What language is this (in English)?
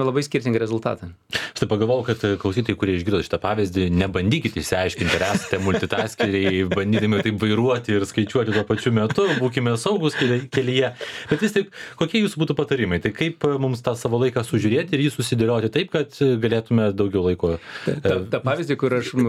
Lithuanian